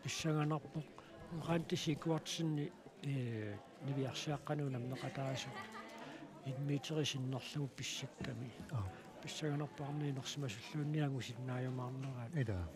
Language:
Kalaallisut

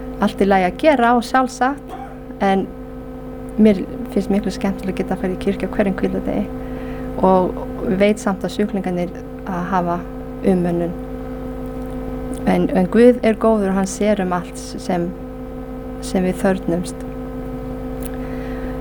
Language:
Icelandic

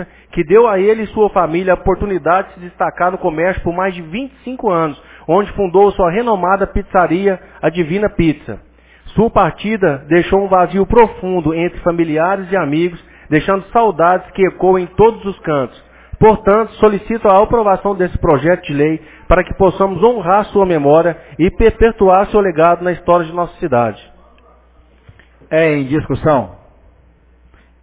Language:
Portuguese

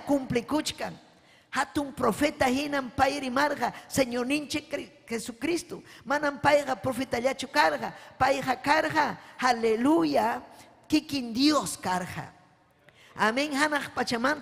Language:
Ayacucho Quechua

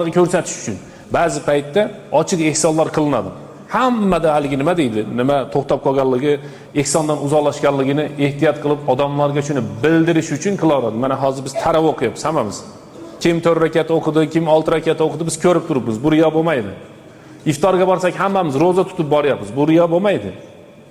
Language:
Uzbek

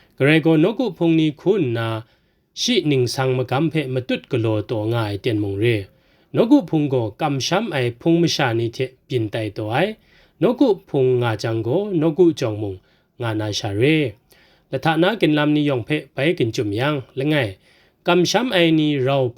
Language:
Kachin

